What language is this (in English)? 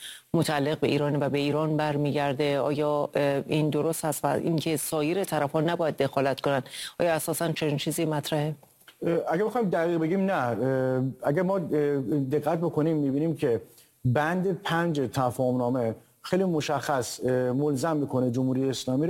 Persian